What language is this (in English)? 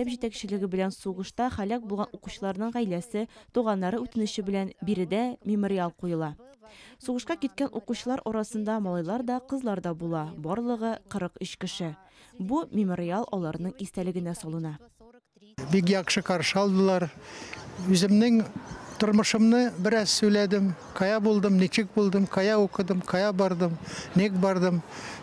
Tatar